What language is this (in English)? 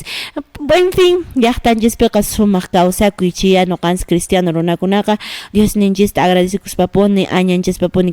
Quechua